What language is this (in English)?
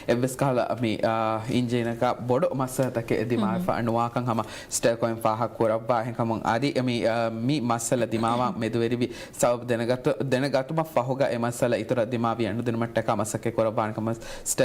Divehi